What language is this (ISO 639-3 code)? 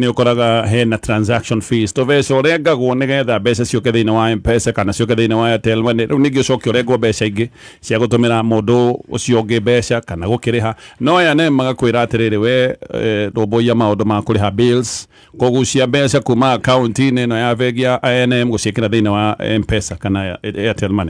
kik